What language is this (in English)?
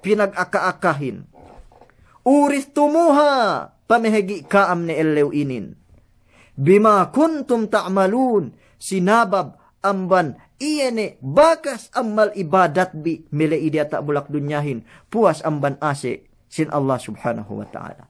Yakan